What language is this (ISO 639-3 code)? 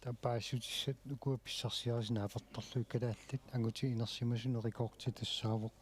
kal